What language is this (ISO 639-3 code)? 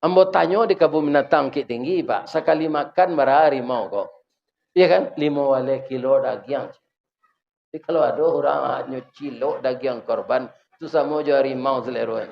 min